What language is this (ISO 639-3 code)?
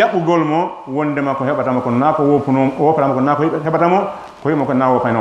ful